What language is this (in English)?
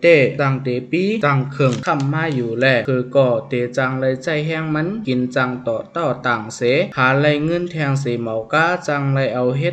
Shan